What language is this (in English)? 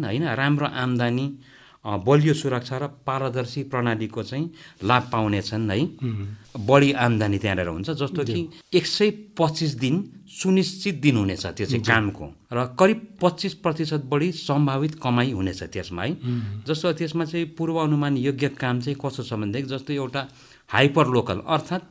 Nepali